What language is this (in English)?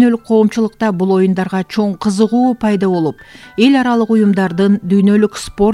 Kyrgyz